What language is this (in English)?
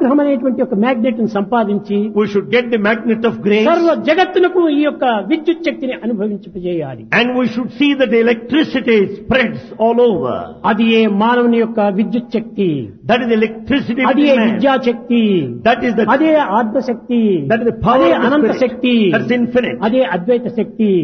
Telugu